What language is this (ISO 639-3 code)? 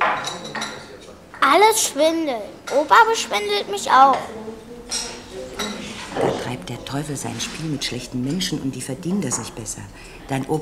deu